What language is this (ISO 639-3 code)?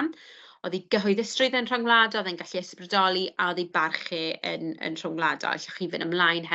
cym